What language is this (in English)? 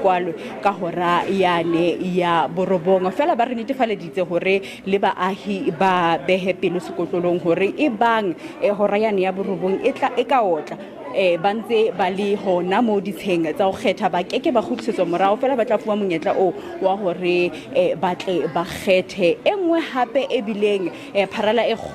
Southern Sotho